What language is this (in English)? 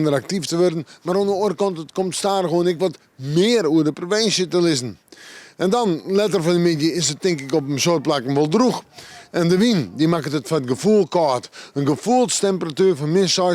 Western Frisian